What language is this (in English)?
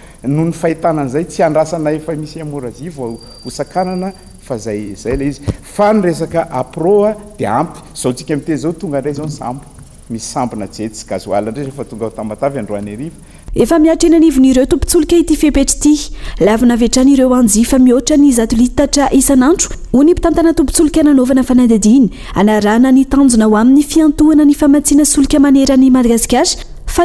Malagasy